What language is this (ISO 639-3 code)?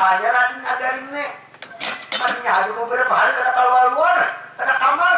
bjn